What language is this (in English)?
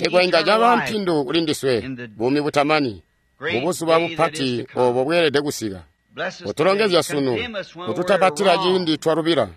Tonga (Zambia)